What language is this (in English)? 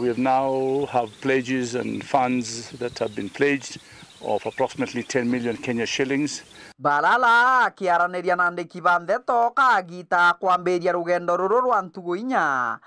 Meru